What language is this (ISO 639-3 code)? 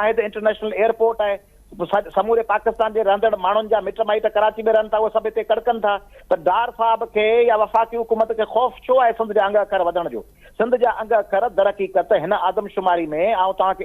snd